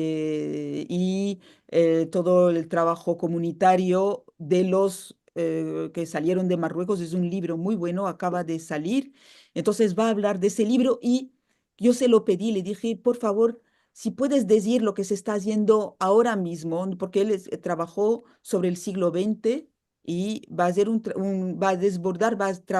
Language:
Ladino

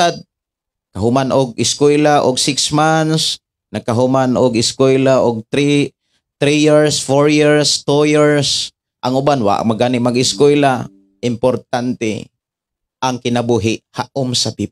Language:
Cebuano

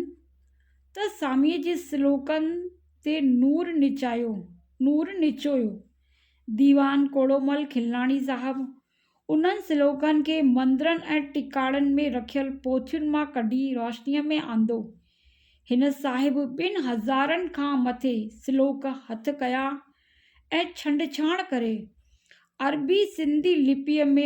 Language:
Sindhi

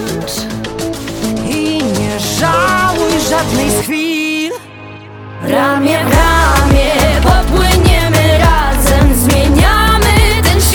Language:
Polish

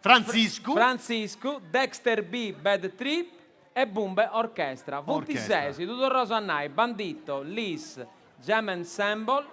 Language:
Sardinian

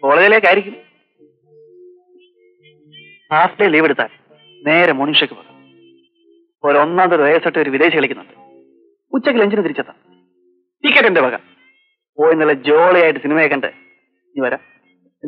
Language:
Malayalam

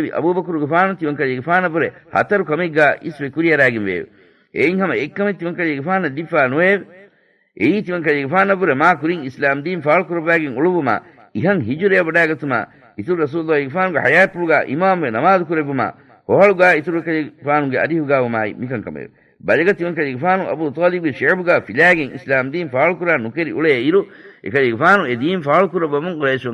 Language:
Divehi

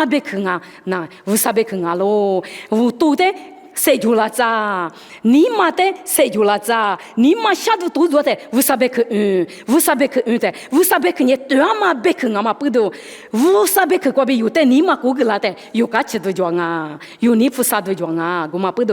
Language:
Lisu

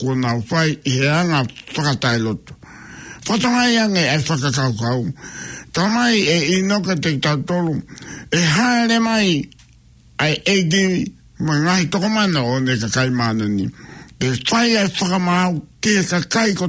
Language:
Tongan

